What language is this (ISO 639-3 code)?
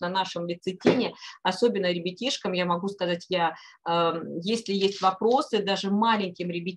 rus